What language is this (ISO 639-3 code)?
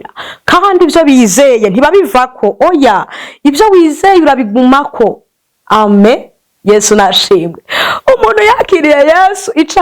run